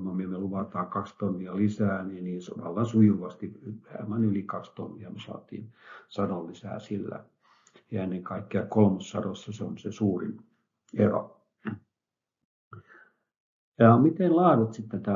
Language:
Finnish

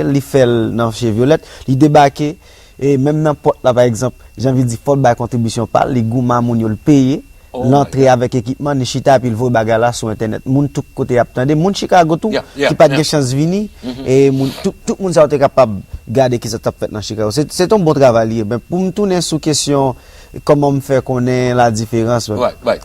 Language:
Haitian Creole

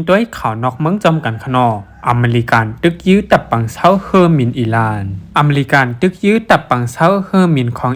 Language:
Shan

